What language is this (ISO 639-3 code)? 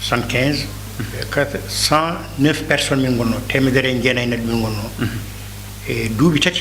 ful